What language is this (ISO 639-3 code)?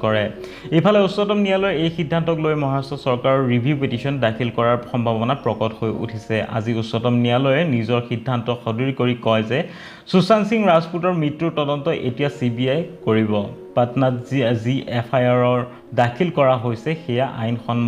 asm